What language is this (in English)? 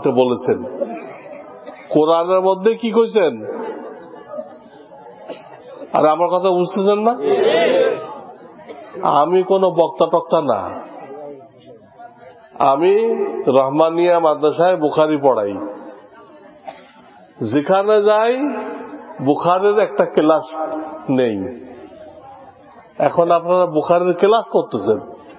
Bangla